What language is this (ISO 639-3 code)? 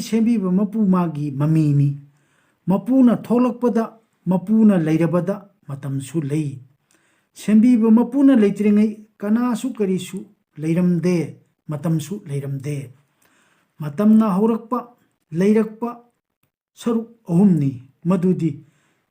mni